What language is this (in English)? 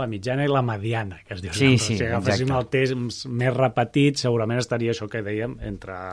Catalan